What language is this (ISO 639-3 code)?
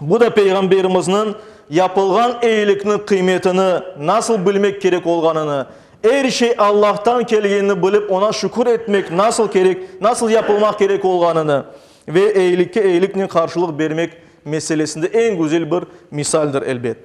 crh